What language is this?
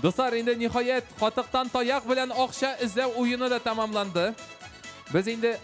Tatar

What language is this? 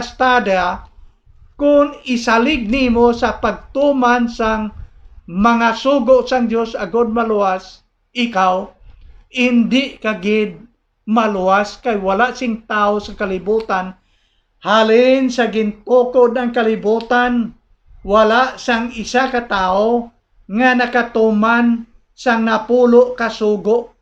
Hiligaynon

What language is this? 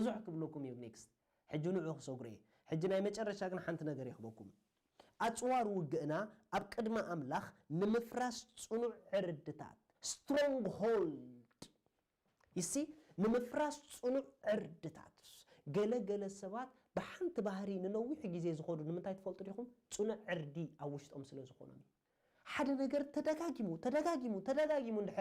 Tigrinya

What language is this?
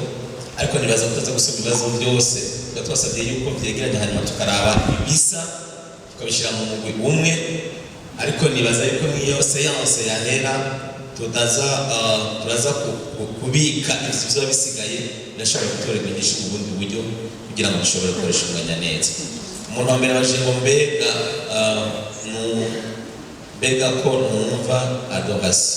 Rundi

